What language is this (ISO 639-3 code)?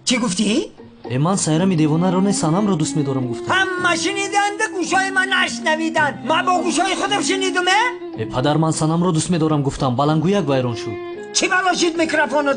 tgk